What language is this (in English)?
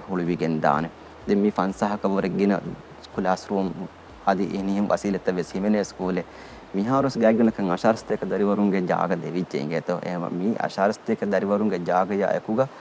Divehi